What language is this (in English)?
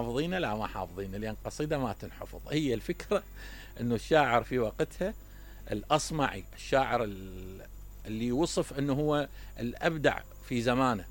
Mesopotamian Arabic